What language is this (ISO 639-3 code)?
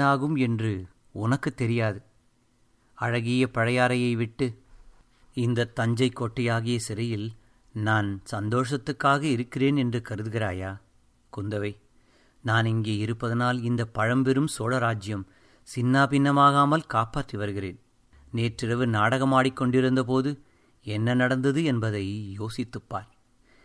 tam